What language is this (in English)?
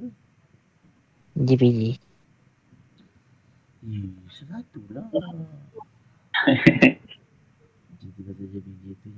Malay